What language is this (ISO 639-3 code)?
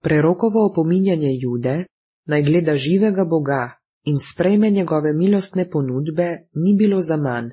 slv